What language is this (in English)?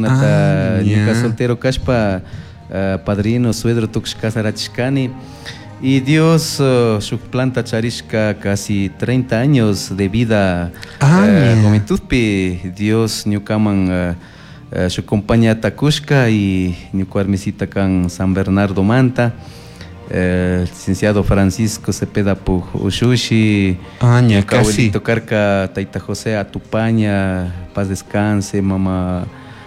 Chimborazo Highland Quichua